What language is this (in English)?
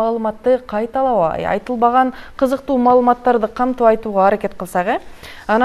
Kyrgyz